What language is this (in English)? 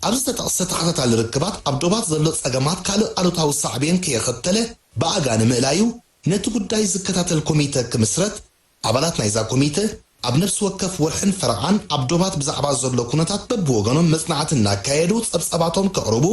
Tigrinya